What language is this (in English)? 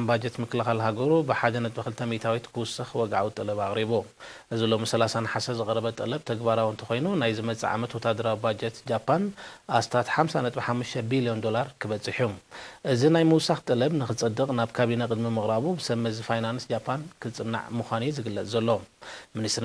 Tigrinya